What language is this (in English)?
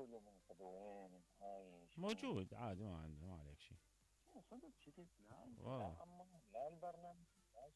Mesopotamian Arabic